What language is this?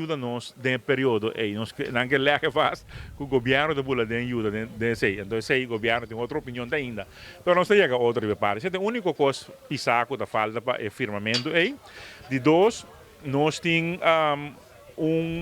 Papiamento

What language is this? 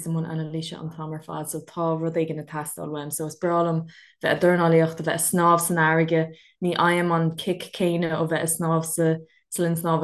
Irish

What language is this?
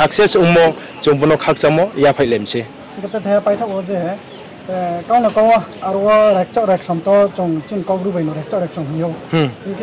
Riang (India)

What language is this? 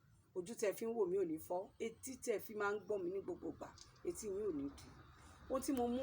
Yoruba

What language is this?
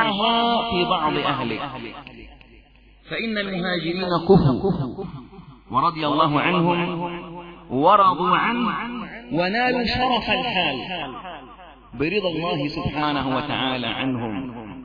Arabic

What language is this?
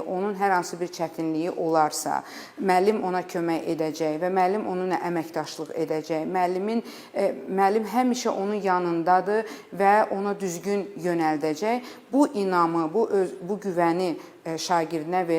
Azerbaijani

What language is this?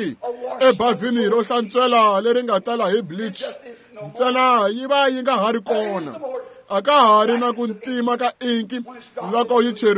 Tsonga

